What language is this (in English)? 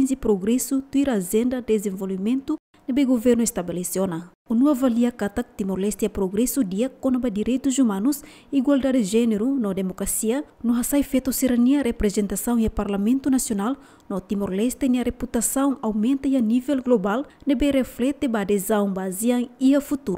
Tetum